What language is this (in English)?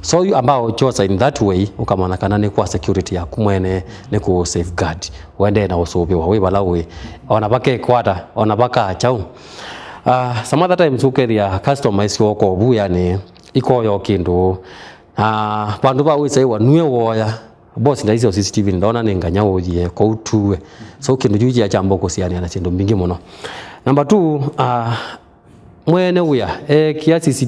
Kamba